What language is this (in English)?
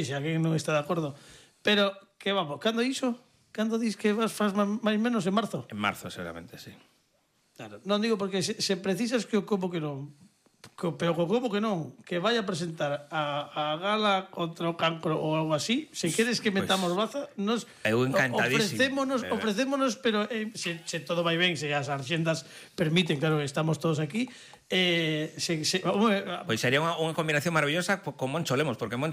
Galician